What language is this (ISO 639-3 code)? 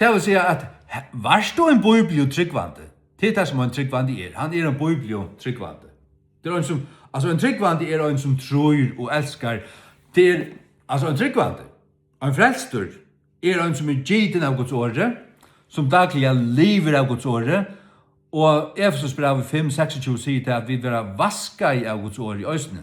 fao